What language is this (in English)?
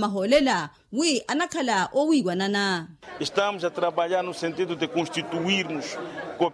Makhuwa